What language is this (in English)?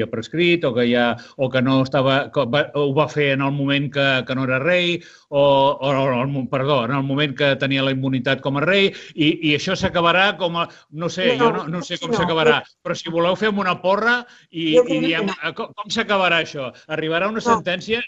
Catalan